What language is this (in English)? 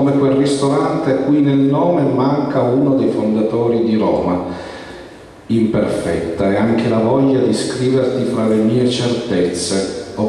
Italian